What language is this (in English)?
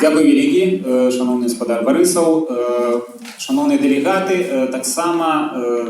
Belarusian